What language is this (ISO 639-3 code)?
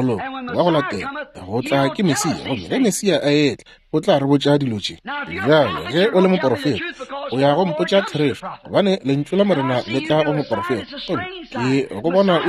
nso